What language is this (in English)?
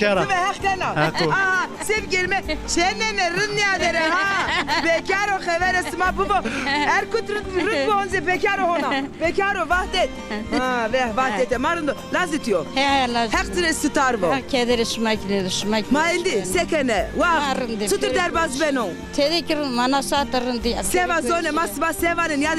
Zaza